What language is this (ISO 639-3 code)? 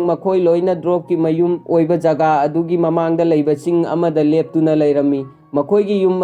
mni